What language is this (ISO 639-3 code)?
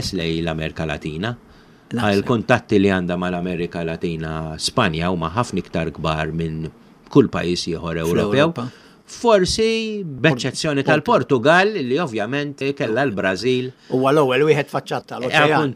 mlt